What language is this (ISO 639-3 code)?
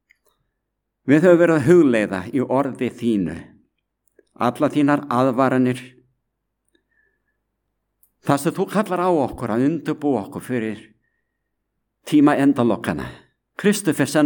isl